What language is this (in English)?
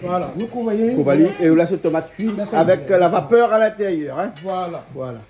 Réunion Creole French